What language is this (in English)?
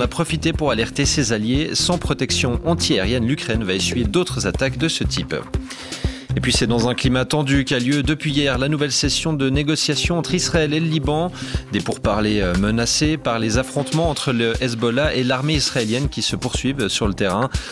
French